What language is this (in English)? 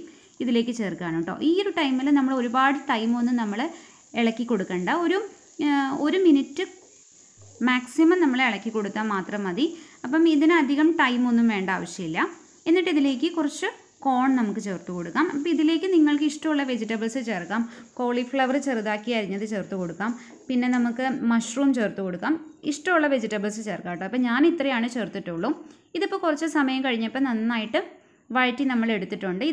Malayalam